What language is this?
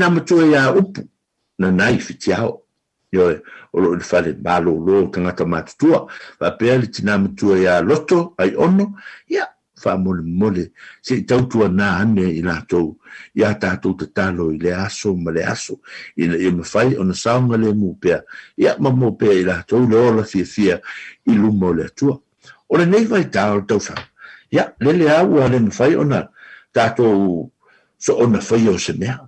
Samoan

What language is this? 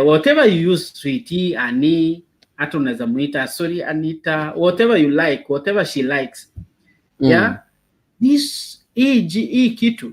Gusii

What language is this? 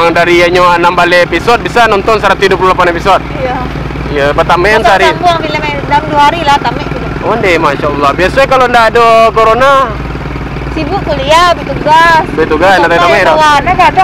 Minangkabau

